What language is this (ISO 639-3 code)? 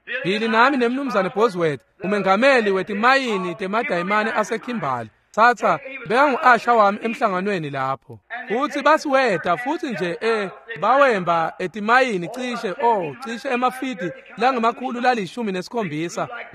ssw